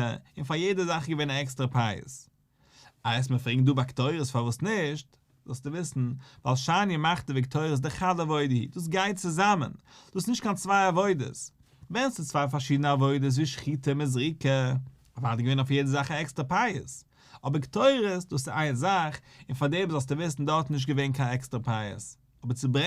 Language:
Yiddish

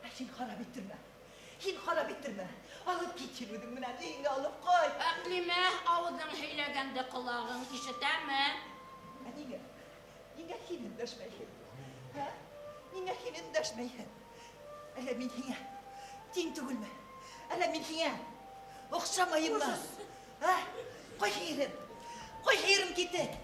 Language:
Bashkir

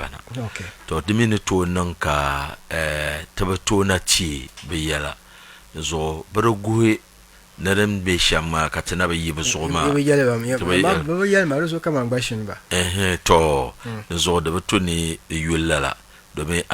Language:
Dagbani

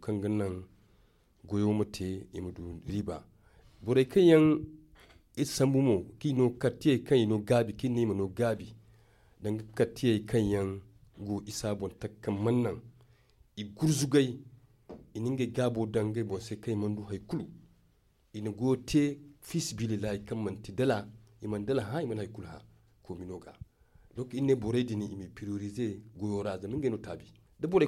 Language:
Zarma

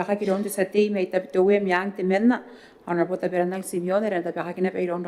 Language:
Gilbertese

